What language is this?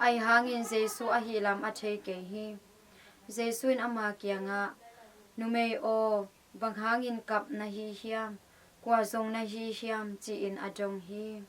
Tedim Chin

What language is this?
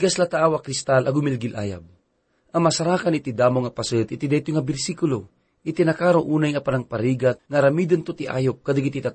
Iloko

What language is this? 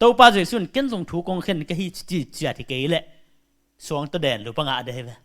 Tedim Chin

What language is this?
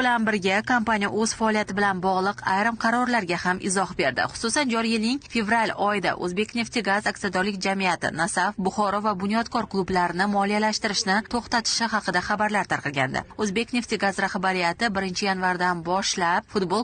Uzbek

